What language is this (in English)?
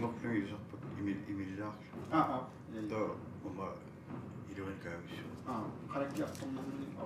Kalaallisut